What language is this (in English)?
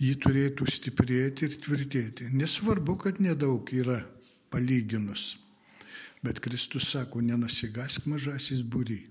Lithuanian